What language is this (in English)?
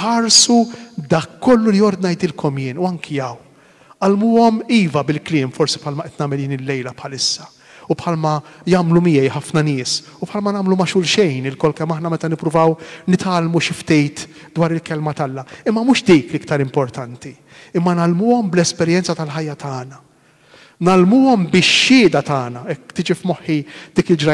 Maltese